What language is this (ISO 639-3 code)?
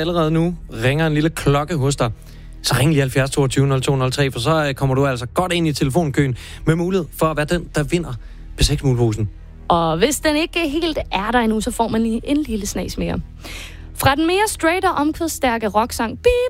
dan